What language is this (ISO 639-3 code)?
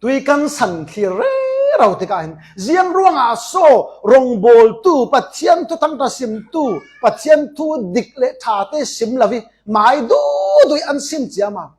cfm